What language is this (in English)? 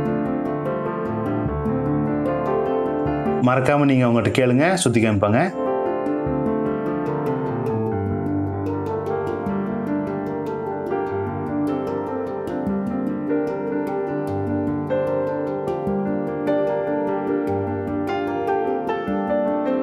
Tamil